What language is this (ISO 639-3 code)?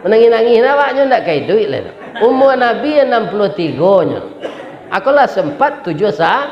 min